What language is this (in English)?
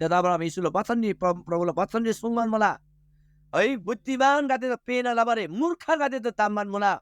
Eastern Tamang